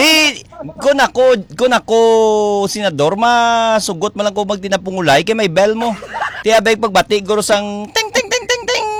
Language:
Hiligaynon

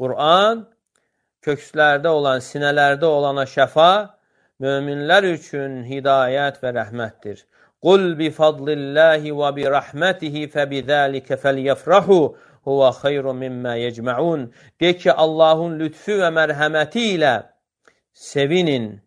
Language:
Azerbaijani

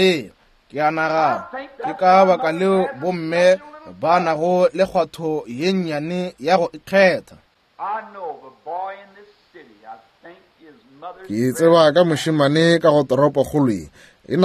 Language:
Northern Sotho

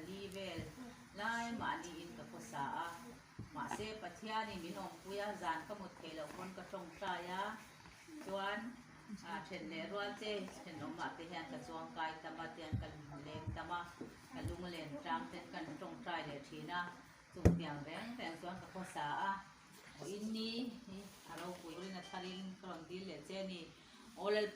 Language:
Mizo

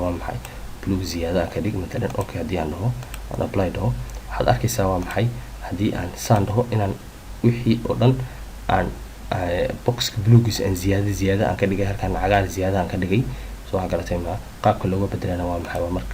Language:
Somali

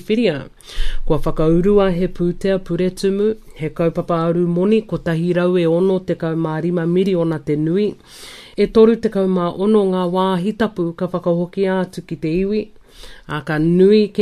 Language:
Māori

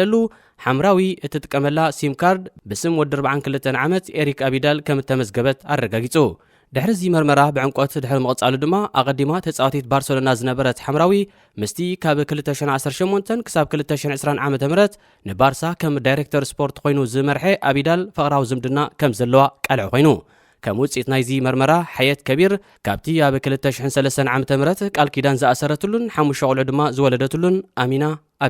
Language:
Tigrinya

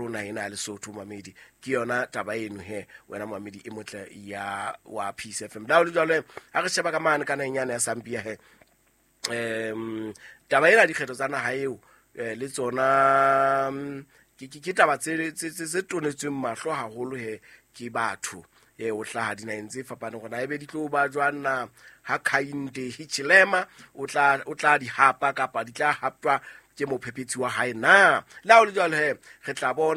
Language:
Southern Sotho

